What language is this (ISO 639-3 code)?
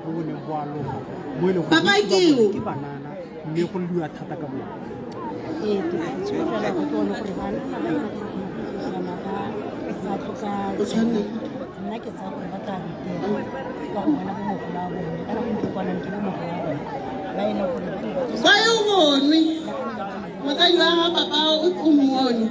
tsn